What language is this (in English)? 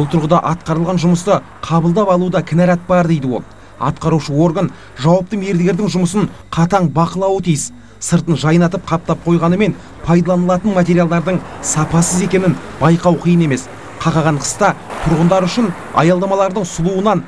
Kazakh